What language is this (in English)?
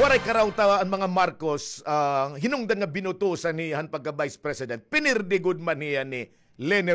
Waray